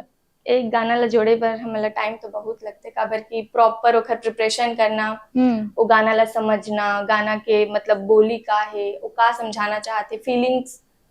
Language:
Chhattisgarhi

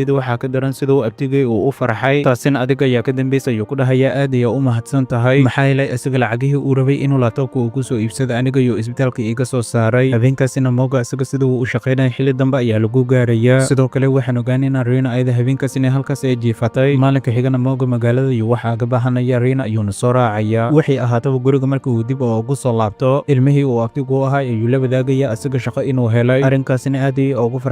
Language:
Somali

